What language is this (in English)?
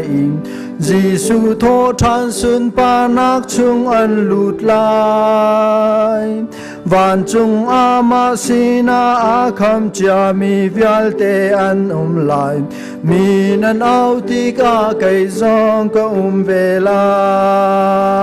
Hakha Chin